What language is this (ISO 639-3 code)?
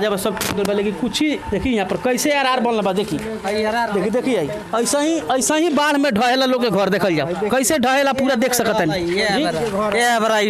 bho